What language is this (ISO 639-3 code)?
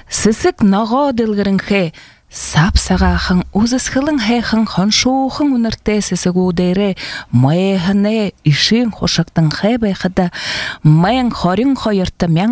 bua